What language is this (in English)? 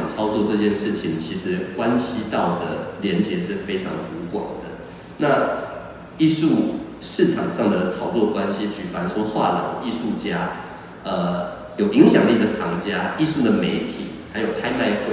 Chinese